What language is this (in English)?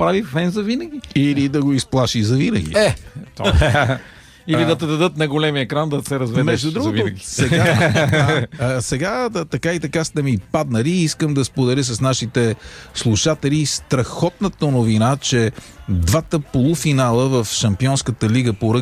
Bulgarian